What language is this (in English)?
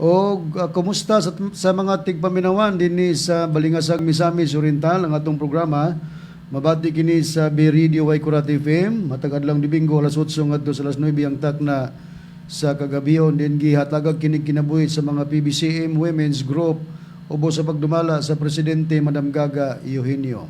Cebuano